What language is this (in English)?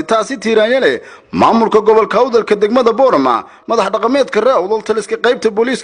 Somali